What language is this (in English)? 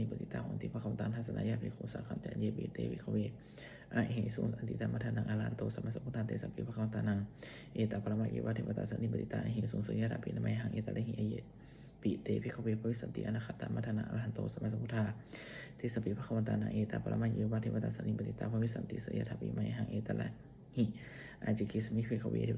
Pali